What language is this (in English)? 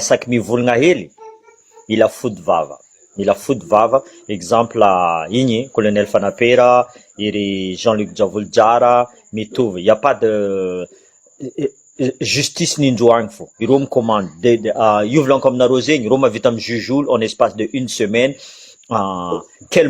Malagasy